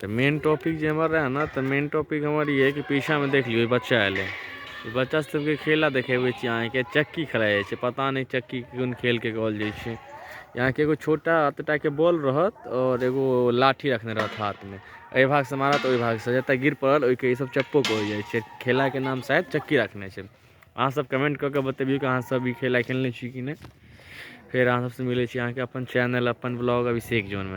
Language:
Maithili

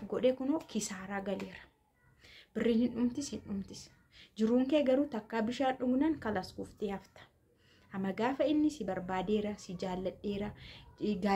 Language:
Oromo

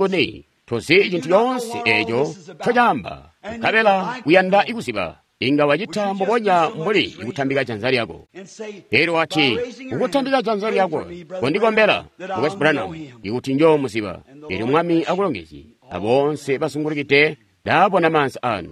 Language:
Tonga (Zambia)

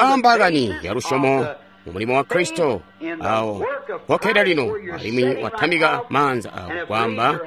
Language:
Tonga (Zambia)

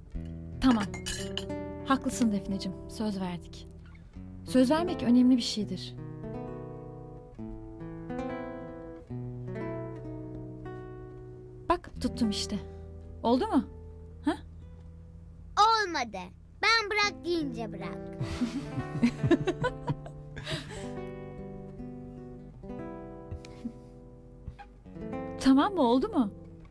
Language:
Turkish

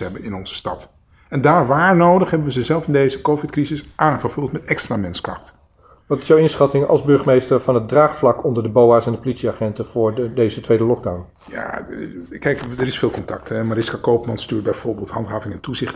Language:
Dutch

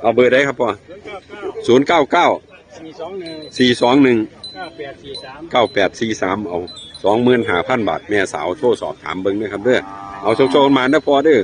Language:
Northeastern Thai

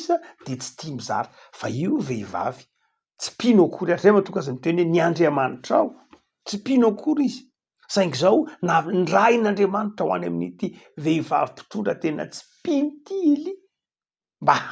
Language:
Malagasy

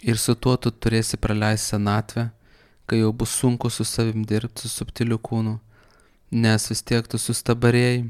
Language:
Lithuanian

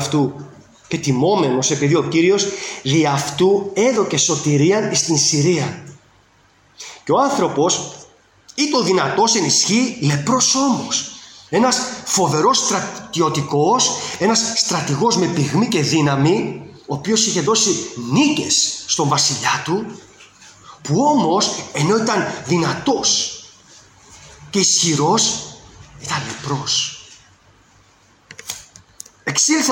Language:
Greek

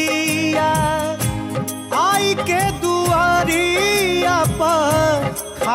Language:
Bhojpuri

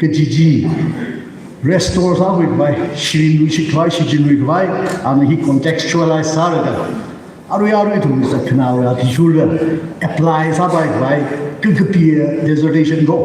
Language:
Tangkhul Naga (India)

